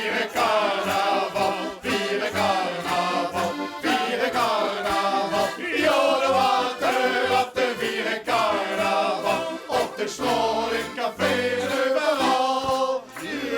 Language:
Limburgish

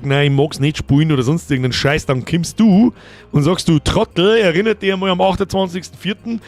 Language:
Bavarian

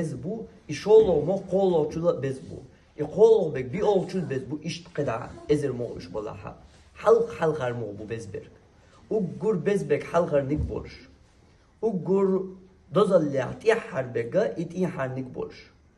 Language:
Chechen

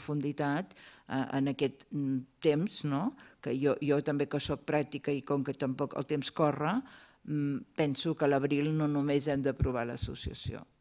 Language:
Catalan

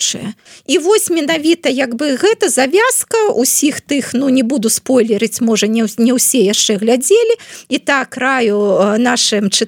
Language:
Belarusian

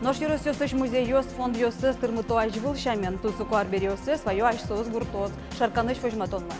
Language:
Udmurt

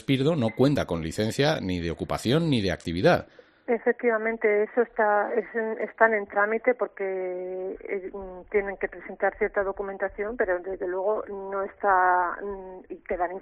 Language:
Spanish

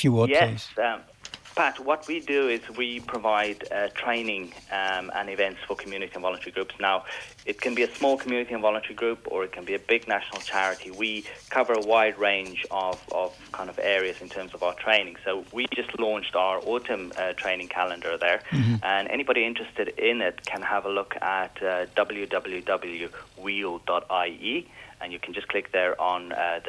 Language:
English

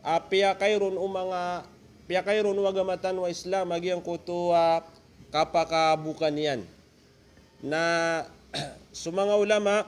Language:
Maranao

